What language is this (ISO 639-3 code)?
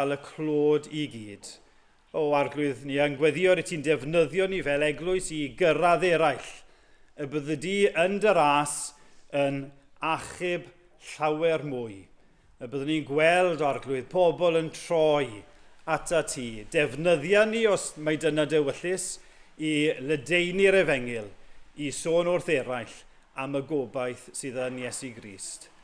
cym